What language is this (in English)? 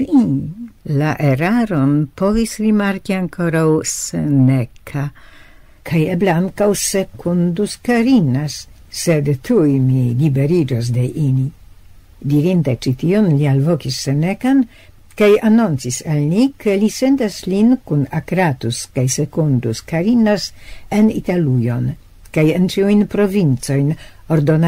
Esperanto